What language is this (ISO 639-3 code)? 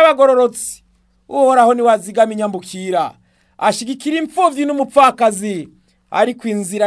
run